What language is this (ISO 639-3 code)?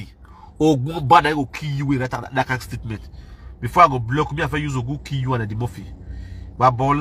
pcm